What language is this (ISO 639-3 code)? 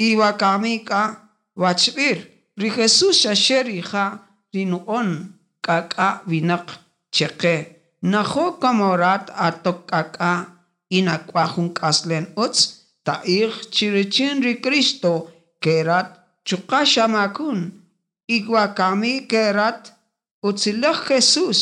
cak